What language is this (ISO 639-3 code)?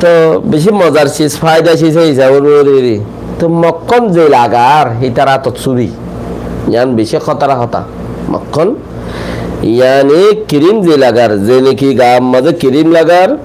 rhg